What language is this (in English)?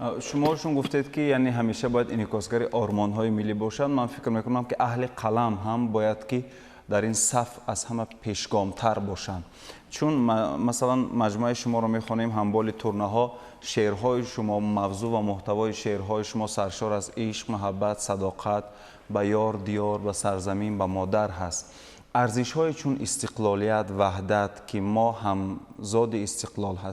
Tajik